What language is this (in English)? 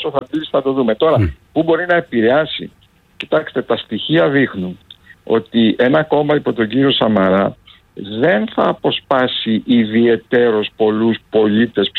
Greek